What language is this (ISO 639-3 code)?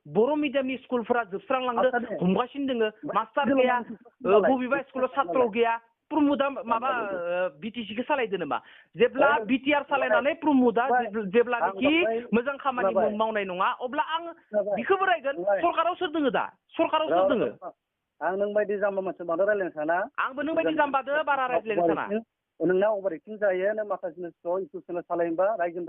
brx